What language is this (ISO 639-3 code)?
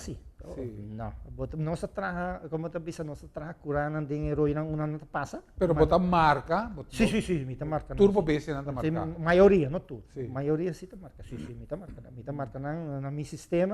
pap